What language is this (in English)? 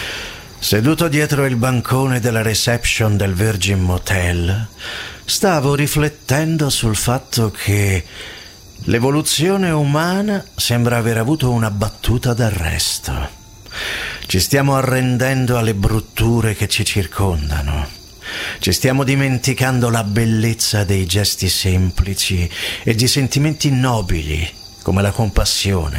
Italian